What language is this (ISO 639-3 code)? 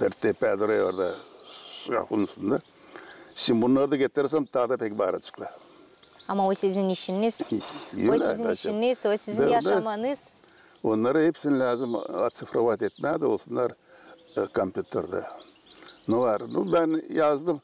gag